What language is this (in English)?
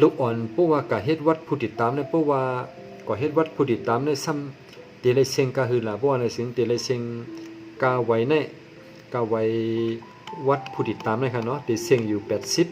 Shan